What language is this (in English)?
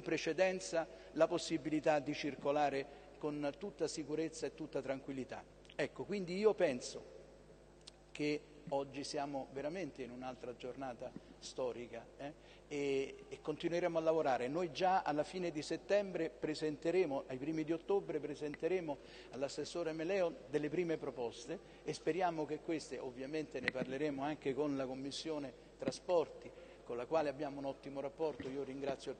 Italian